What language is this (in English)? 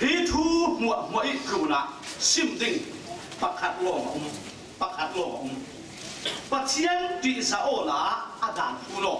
Falam Chin